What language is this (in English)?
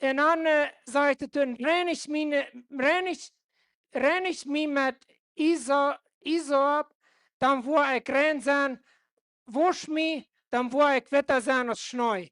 Plautdietsch